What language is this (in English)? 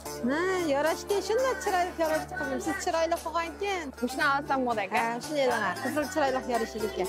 Uyghur